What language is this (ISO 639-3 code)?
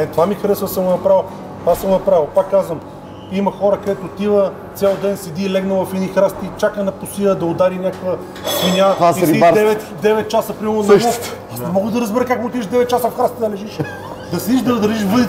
bul